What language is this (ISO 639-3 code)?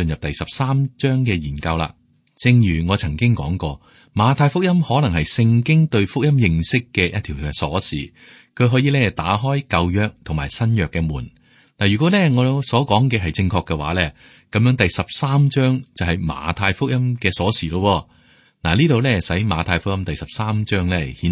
yue